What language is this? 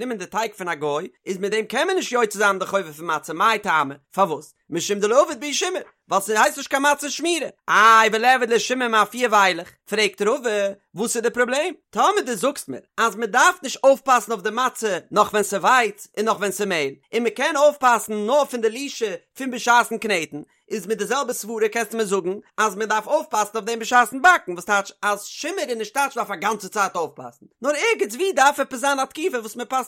Yiddish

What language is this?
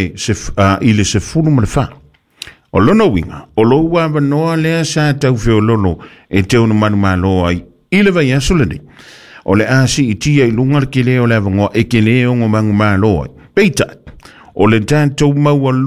Samoan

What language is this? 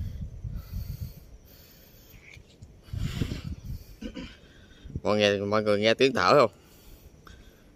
Vietnamese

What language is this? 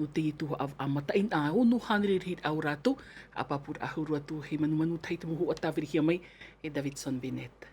Tahitian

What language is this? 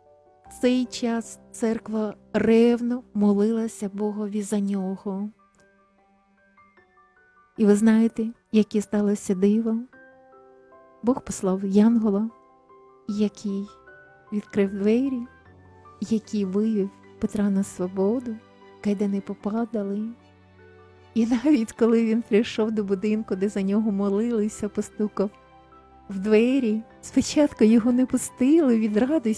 Ukrainian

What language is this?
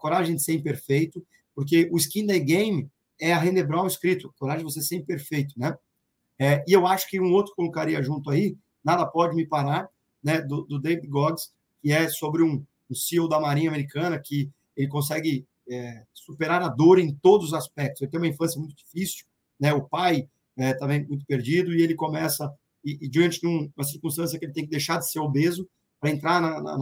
Portuguese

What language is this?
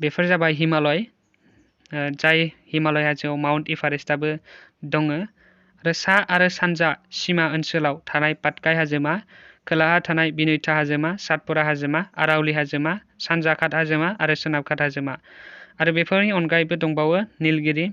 Bodo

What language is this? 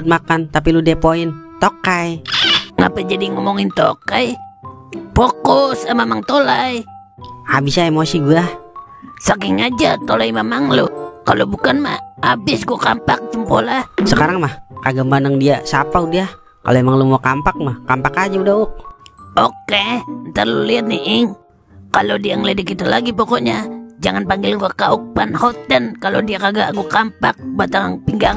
Betawi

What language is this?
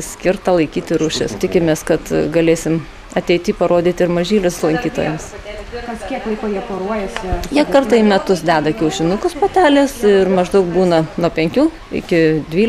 Lithuanian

